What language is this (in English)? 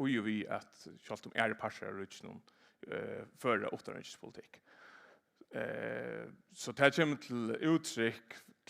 Faroese